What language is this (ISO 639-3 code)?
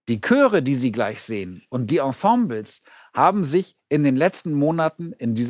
deu